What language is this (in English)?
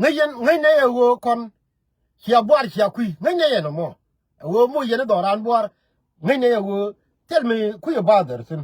Nuer